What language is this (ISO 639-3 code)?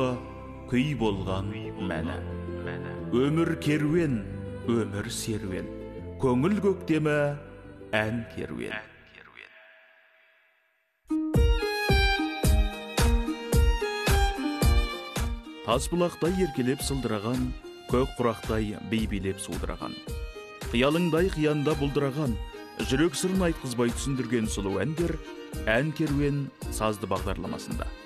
kaz